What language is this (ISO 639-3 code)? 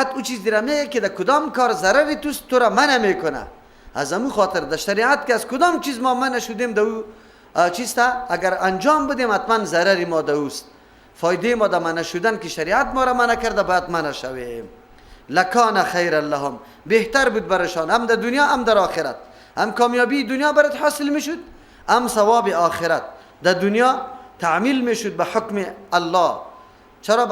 fas